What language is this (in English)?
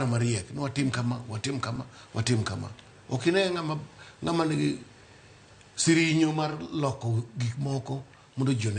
Luo (Kenya and Tanzania)